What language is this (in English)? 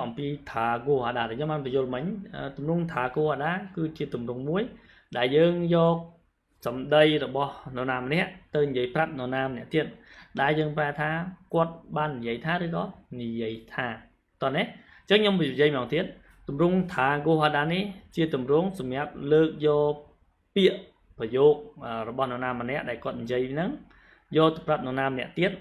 Khmer